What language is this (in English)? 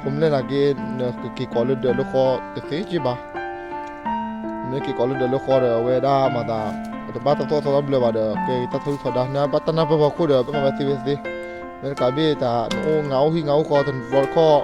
S'gaw Karen